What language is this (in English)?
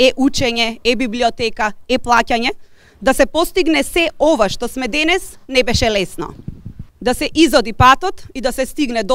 Macedonian